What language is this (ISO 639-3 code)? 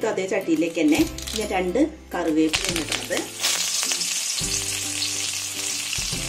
mal